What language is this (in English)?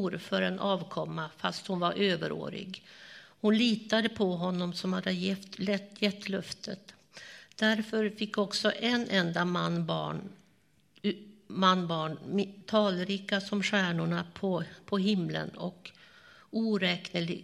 Swedish